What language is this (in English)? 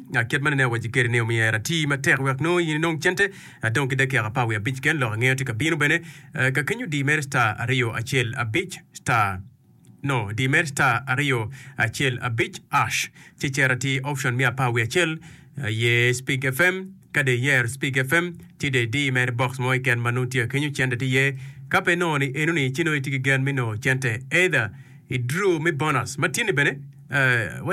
Acoli